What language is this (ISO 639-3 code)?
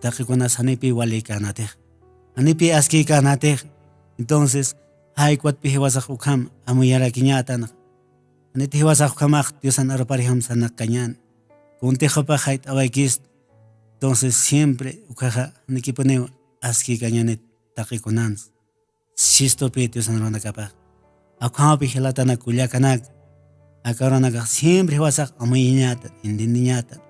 aym